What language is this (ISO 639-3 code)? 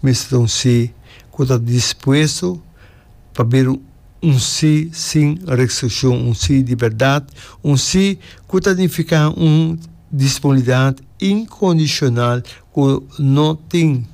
pap